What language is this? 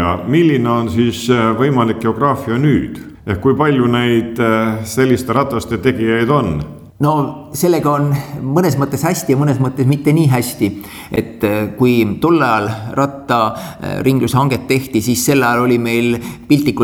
Estonian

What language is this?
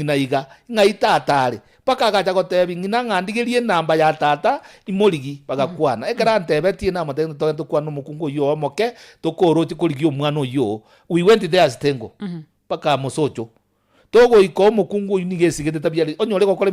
Gusii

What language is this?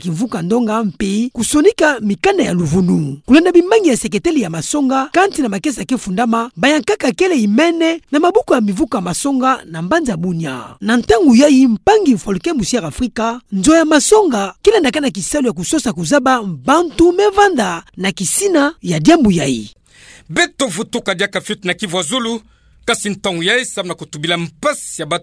Kituba (Democratic Republic of Congo)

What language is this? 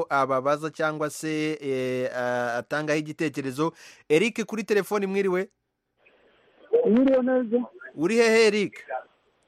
Kinyarwanda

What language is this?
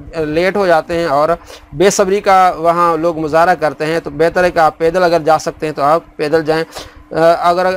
Urdu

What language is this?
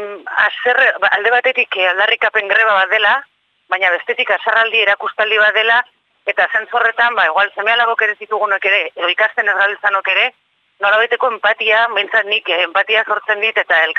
Basque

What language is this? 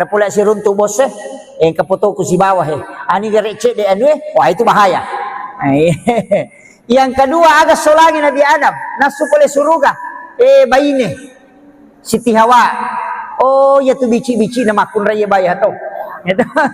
Buginese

